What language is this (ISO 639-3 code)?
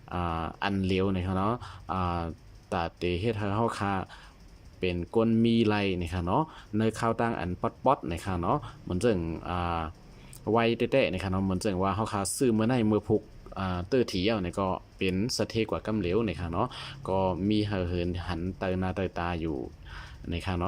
shn